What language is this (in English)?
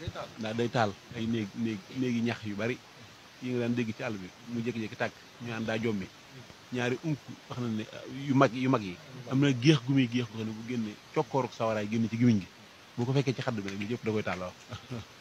Wolof